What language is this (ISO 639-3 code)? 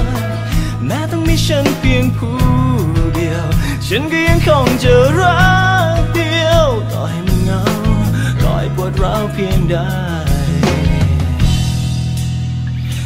tha